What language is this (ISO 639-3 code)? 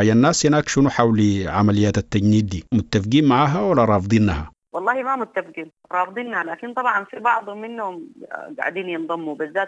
apd